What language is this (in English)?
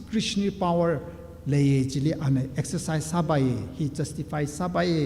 Tangkhul Naga (India)